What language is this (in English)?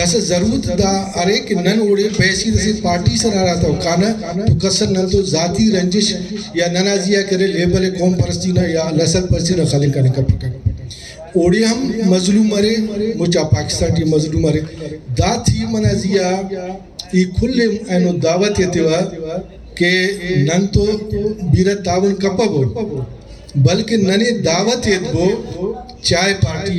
Brahui